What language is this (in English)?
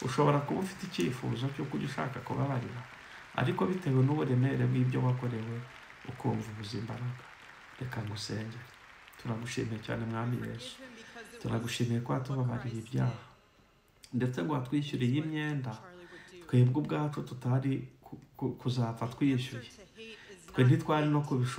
Kinyarwanda